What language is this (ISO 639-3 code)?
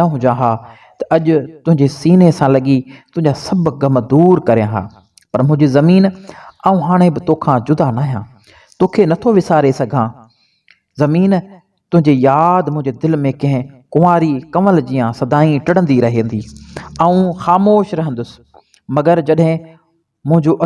snd